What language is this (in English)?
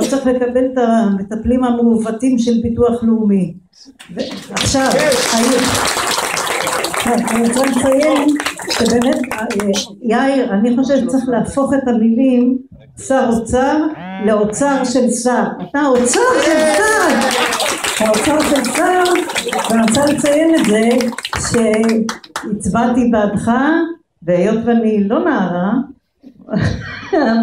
Hebrew